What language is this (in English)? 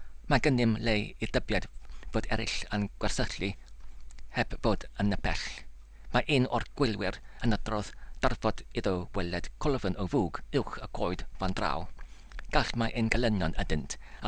Welsh